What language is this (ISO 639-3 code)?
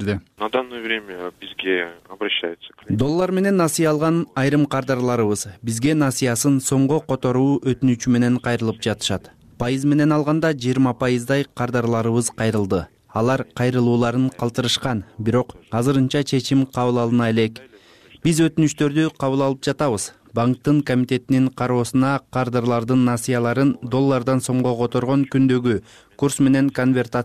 kir